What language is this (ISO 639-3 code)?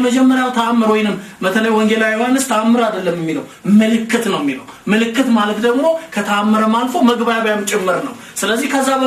amh